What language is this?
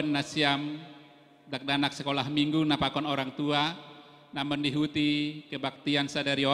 Batak Simalungun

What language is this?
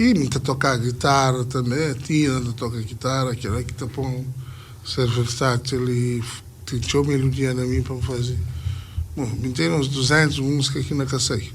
Kabuverdianu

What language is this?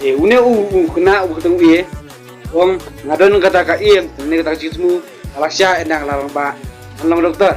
Khasi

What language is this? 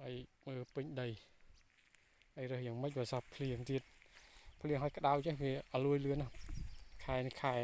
Khmer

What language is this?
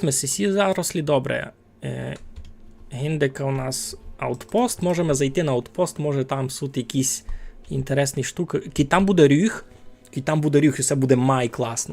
Rusyn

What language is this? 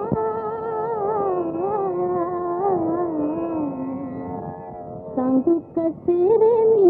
Marathi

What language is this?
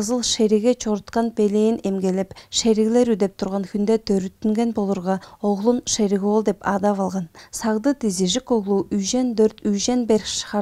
Tuvinian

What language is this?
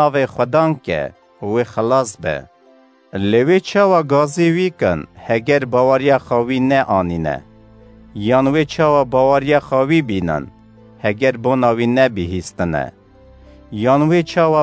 Kurdish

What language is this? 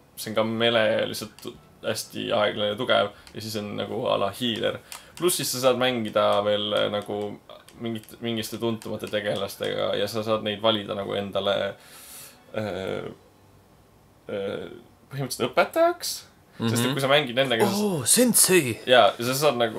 Estonian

